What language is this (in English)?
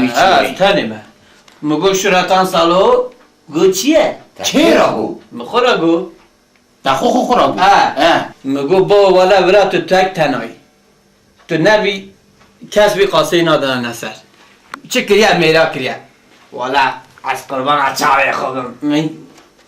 Kurdish